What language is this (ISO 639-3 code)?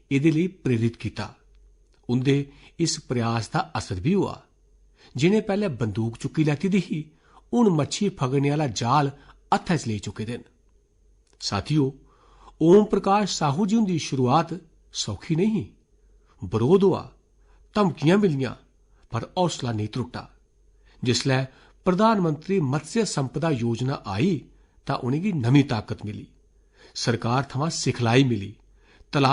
doi